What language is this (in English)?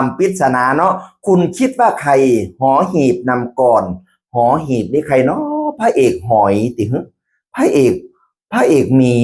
Northeastern Thai